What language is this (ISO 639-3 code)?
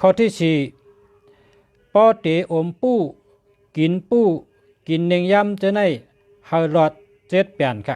shn